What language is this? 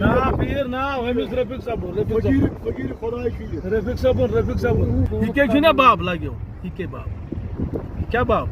Kashmiri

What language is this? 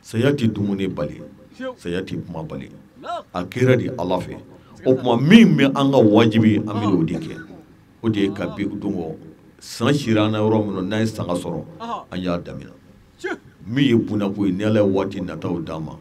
Bambara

